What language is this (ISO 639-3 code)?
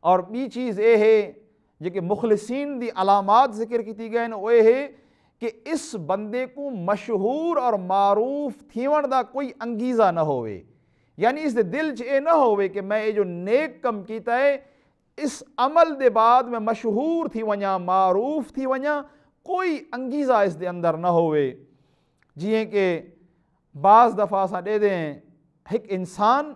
skr